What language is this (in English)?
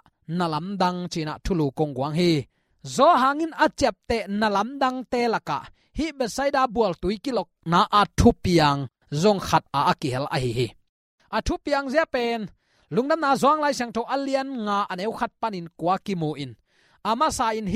Tedim Chin